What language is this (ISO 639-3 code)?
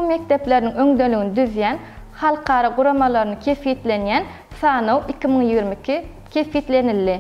tuk